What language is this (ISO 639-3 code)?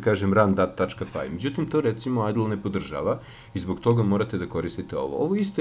srp